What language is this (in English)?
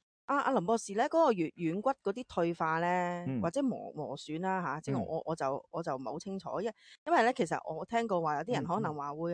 Cantonese